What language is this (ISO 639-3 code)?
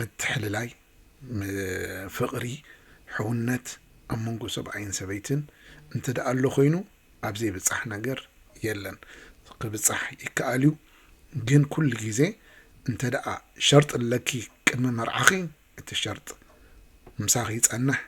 tir